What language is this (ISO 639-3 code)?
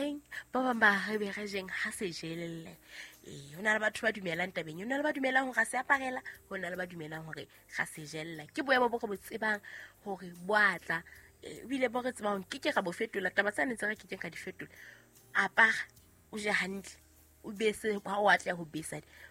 sot